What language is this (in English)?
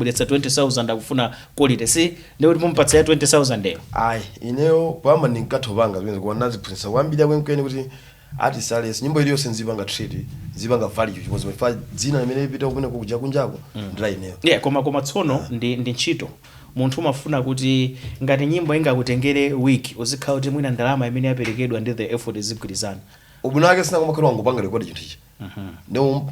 Nyanja